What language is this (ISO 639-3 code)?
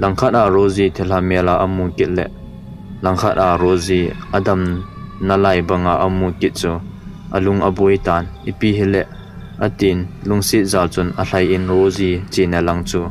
tcz